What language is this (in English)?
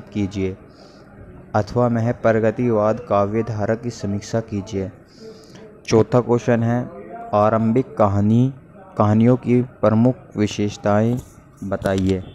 Hindi